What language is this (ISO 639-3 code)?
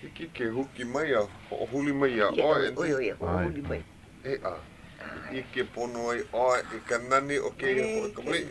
haw